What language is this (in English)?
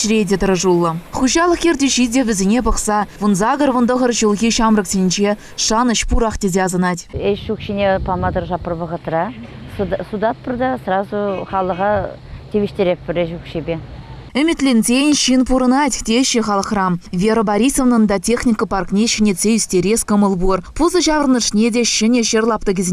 Chuvash